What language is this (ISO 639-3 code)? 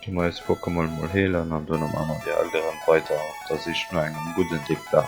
ltz